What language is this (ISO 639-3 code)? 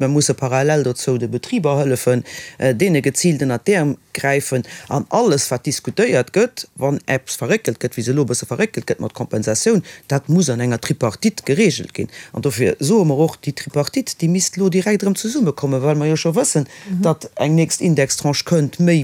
ltz